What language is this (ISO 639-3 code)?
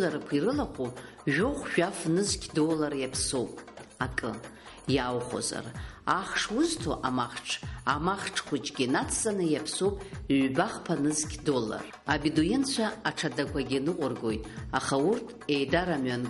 abk